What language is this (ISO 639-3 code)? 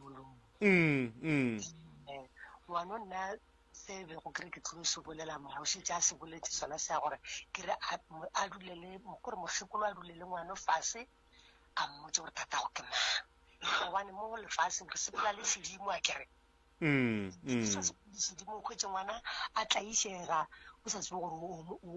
nso